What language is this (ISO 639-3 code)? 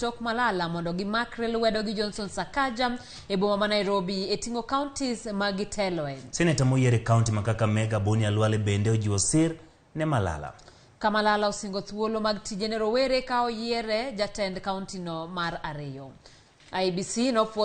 luo